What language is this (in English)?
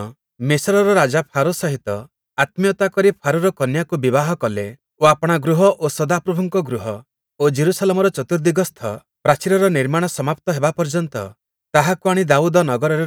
Odia